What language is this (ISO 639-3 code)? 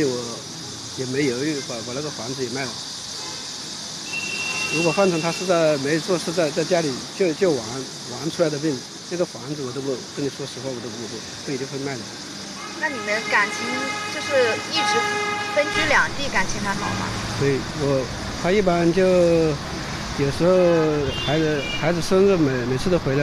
zho